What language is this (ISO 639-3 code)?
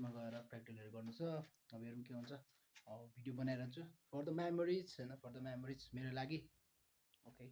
nep